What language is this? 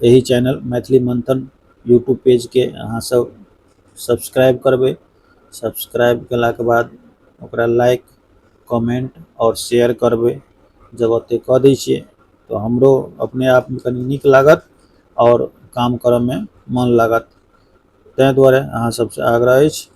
Maithili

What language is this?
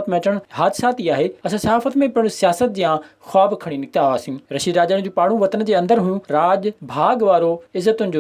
Sindhi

